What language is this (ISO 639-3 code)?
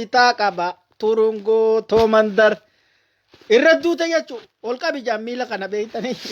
orm